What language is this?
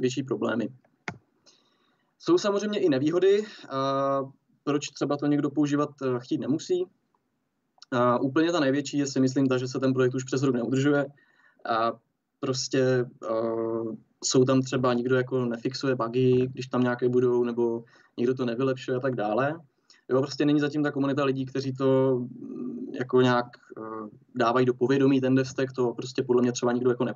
Czech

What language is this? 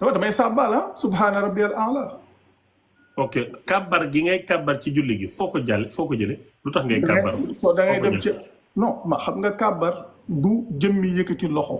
Wolof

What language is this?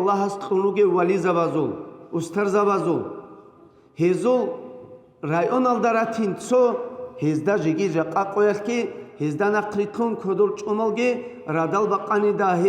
Avaric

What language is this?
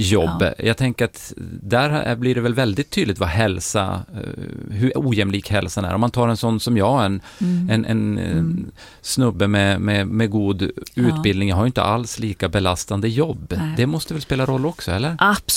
Swedish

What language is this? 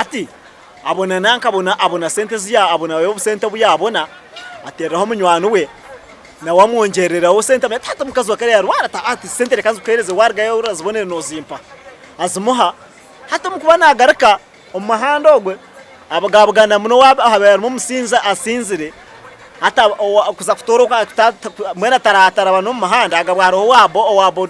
Nyankole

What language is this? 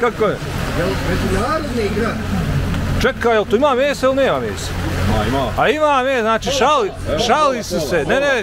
Bosnian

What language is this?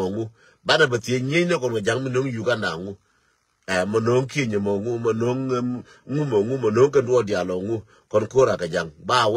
Nuer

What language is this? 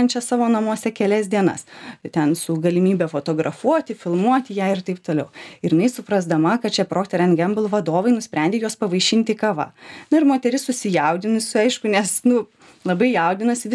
Lithuanian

